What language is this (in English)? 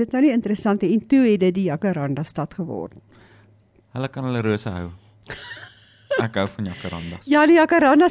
Afrikaans